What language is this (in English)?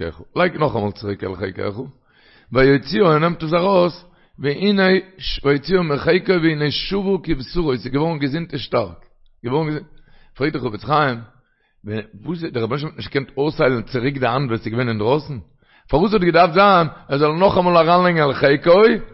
Yiddish